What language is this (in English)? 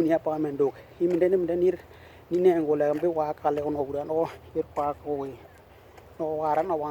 Western Dani